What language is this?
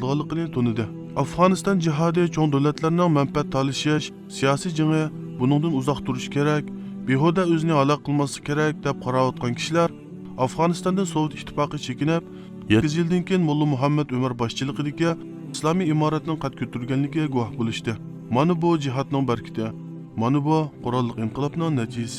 Uyghur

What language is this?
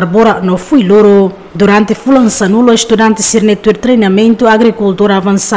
Tetum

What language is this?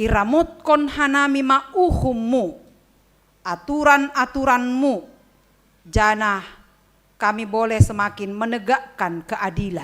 Batak Simalungun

